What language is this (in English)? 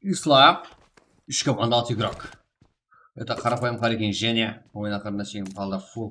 Kara-Kalpak